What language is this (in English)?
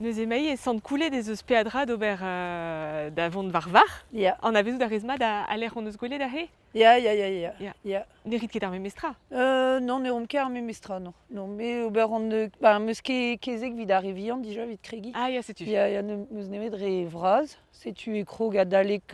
Breton